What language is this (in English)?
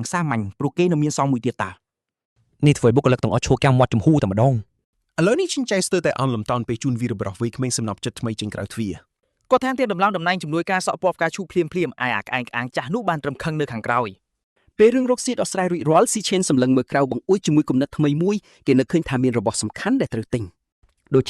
Khmer